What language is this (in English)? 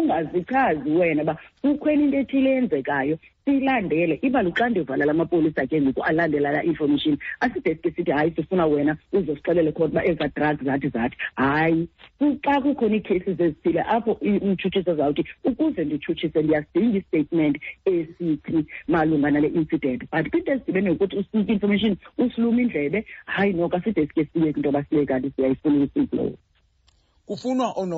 Xhosa